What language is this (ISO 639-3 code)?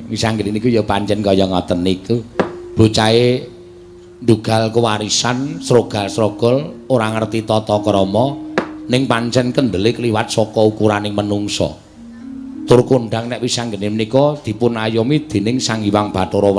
jav